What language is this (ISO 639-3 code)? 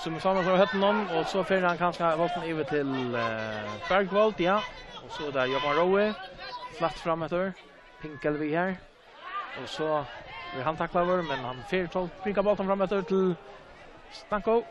fao